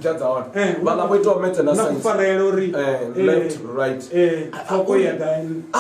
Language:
Venda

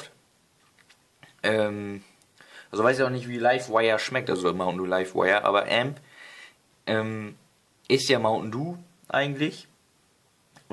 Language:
German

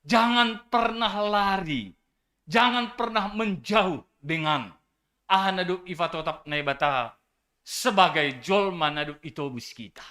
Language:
Batak Simalungun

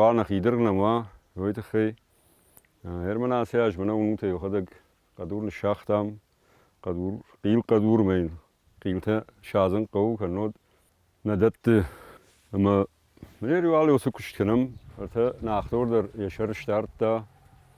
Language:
Ossetic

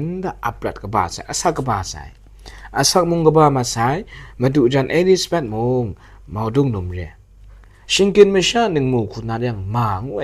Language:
Kachin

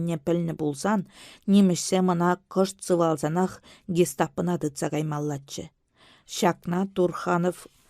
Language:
Chuvash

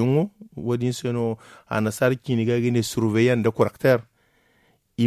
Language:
Zarma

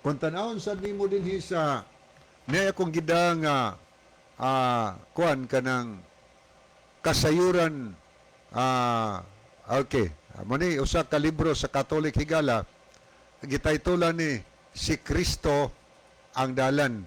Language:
Cebuano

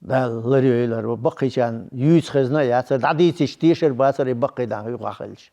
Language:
Chechen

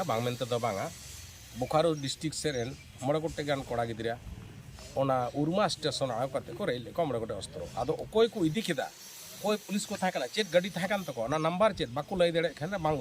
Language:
Santali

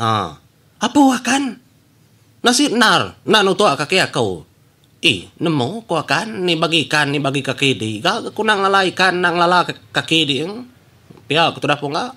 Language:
Iban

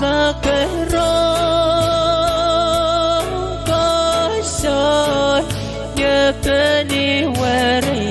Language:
Pohnpeian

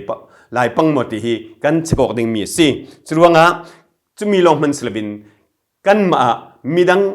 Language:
Falam Chin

